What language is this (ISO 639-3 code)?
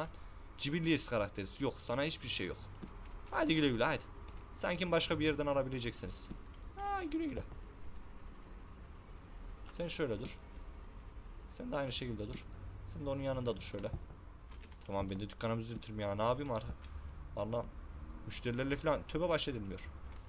tur